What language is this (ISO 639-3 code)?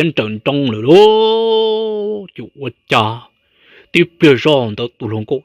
hmn